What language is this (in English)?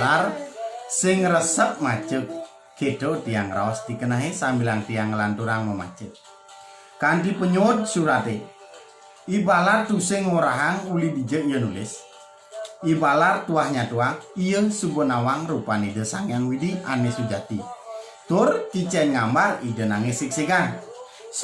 Balinese